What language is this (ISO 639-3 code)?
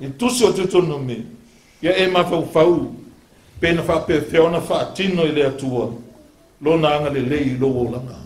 smo